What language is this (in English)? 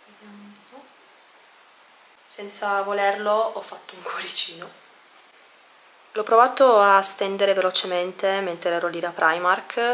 Italian